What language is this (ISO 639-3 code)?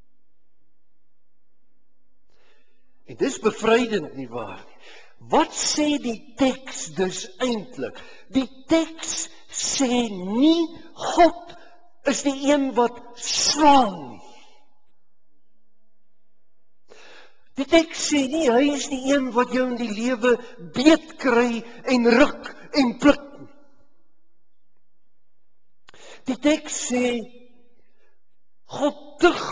afr